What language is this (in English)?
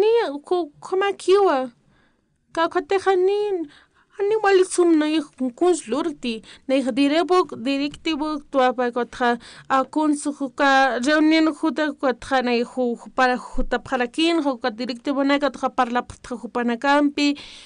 Aymara